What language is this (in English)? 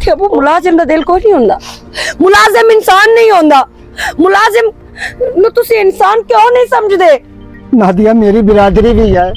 Western Panjabi